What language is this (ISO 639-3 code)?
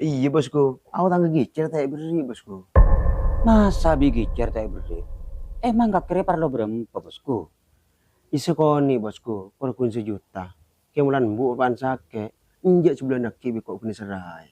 mad